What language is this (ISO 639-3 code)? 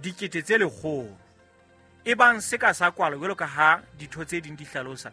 sot